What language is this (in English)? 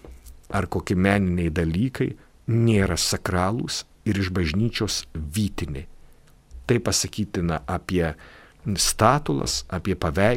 Lithuanian